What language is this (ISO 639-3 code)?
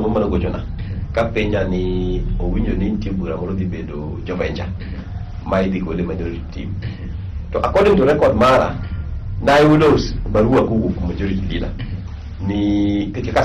luo